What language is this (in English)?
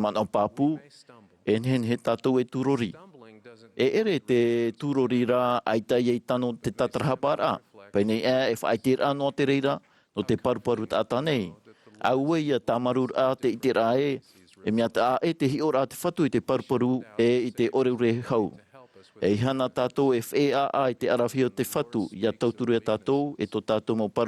Tahitian